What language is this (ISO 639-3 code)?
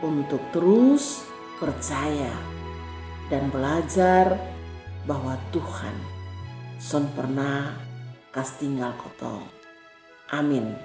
mkn